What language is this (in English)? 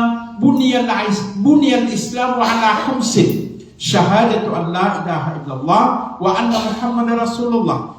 Maranao